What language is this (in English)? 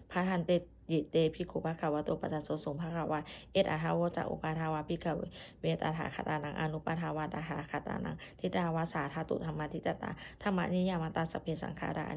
Pali